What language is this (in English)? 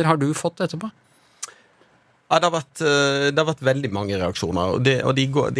Norwegian